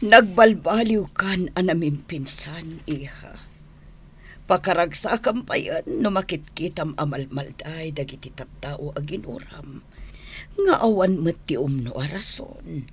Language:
Iloko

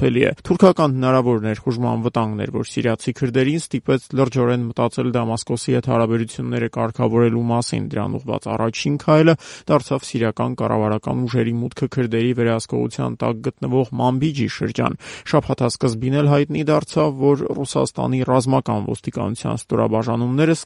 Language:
Armenian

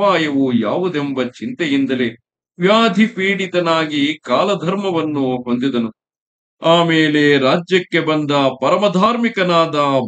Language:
Kannada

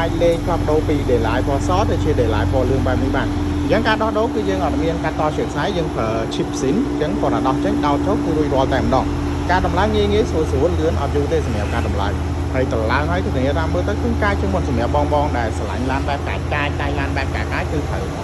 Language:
Khmer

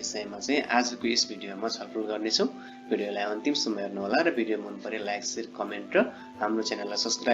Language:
Nepali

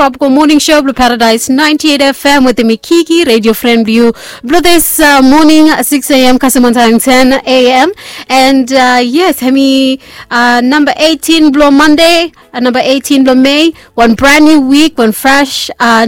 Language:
Bislama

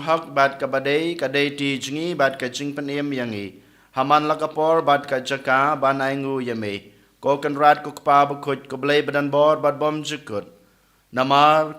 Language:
Khasi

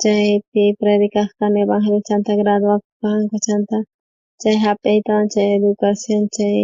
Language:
South Bolivian Quechua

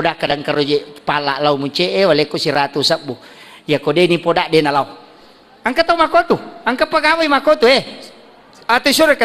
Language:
Buginese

